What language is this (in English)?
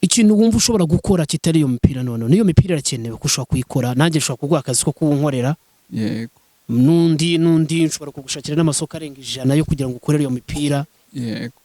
Kinyarwanda